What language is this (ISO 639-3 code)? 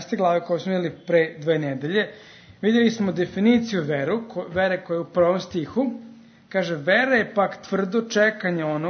srp